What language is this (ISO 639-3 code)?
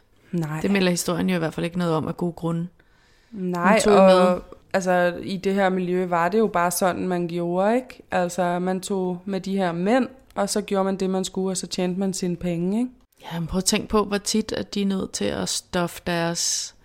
dan